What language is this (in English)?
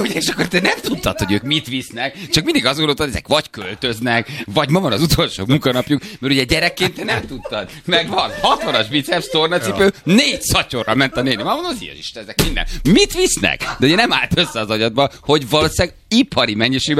Hungarian